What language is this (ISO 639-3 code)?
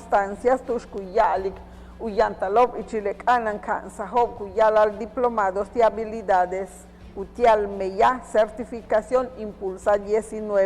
yua